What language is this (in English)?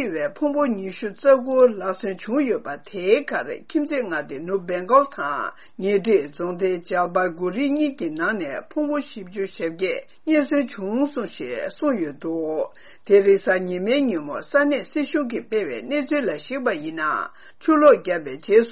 Tibetan